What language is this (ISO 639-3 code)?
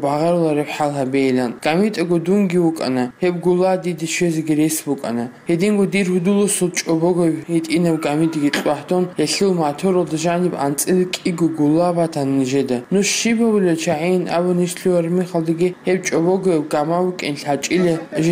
ava